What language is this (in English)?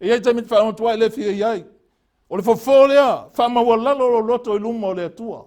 Samoan